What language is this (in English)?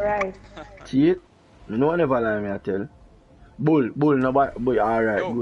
Jamaican Creole English